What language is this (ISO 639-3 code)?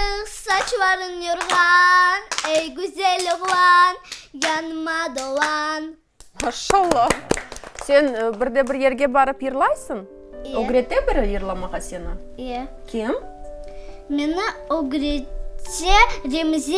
crh